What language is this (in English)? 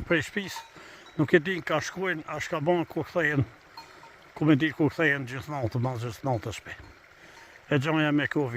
Albanian